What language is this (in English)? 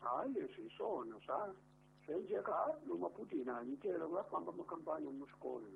Tsonga